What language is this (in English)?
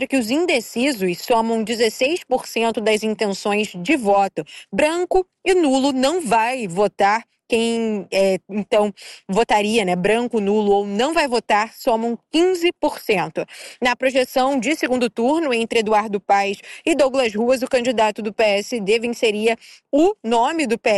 Portuguese